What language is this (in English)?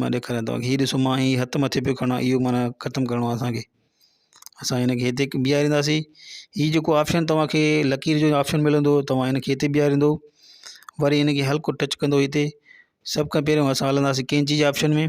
Sindhi